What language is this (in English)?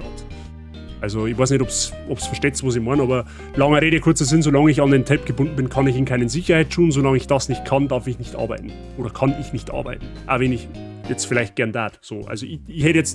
Bavarian